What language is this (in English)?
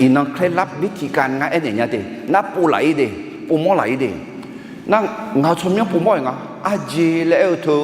Akha